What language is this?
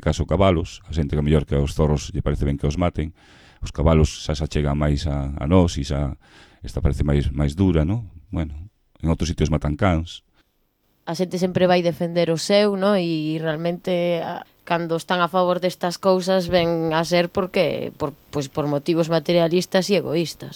Galician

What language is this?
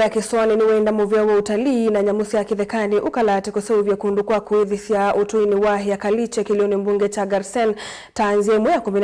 Kamba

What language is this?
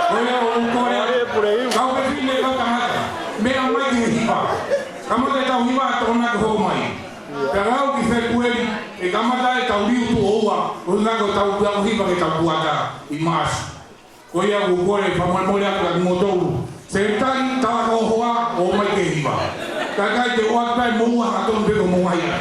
Tongan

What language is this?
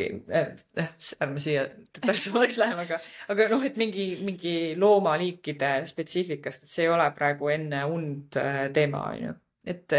Estonian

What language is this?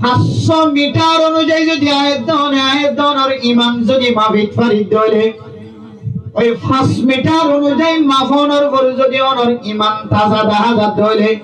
Rohingya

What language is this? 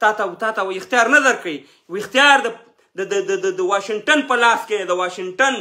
Pashto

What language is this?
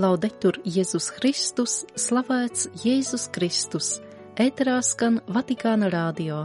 Latvian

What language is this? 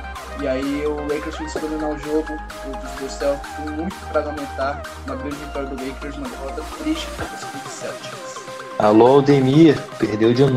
Portuguese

